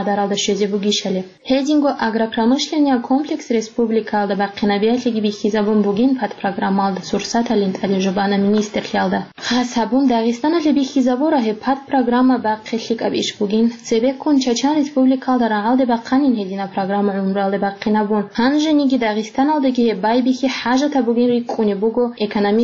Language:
Avaric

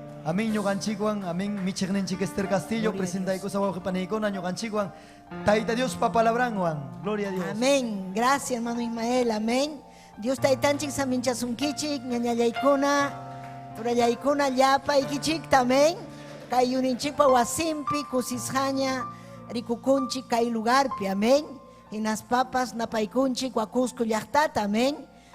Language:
Ayacucho Quechua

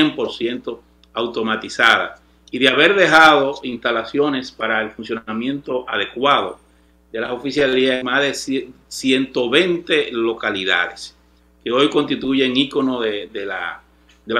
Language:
Spanish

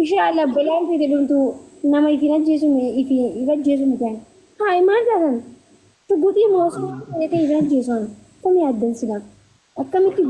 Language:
Oromo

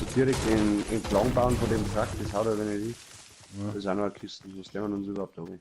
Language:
Bavarian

